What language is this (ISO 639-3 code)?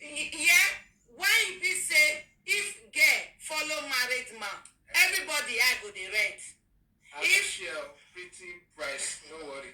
pcm